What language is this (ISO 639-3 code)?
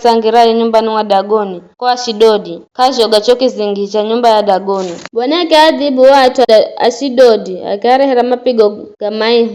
nyf